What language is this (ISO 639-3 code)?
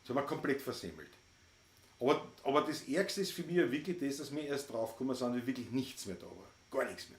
bar